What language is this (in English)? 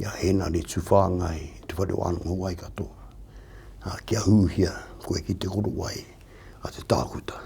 Māori